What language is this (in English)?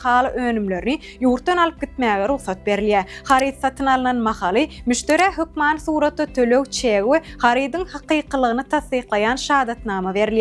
Turkmen